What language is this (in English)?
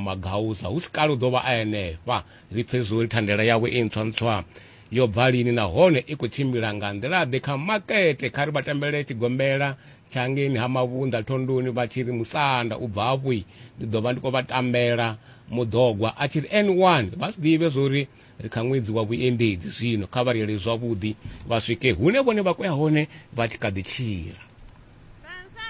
Venda